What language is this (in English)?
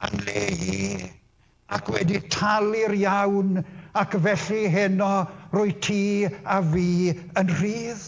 Welsh